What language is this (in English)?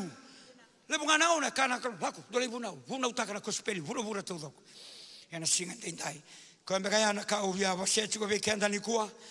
Fijian